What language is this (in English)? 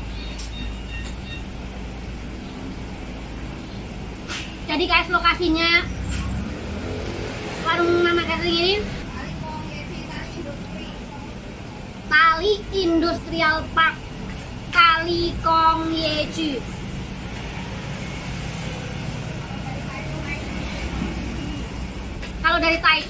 Indonesian